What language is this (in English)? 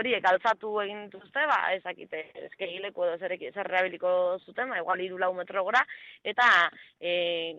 Basque